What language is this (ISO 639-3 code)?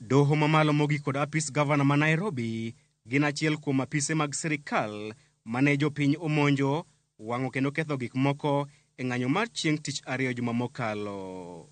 luo